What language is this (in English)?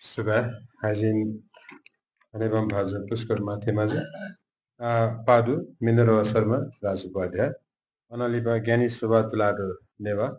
Newari